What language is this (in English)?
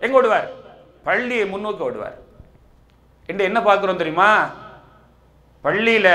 Tamil